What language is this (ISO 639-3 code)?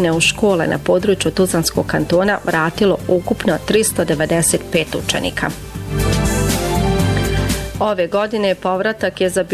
bos